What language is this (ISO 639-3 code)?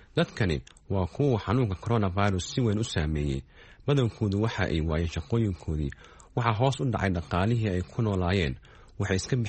som